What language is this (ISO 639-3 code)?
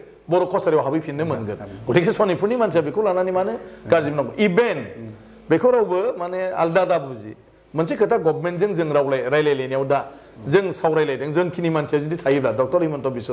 brx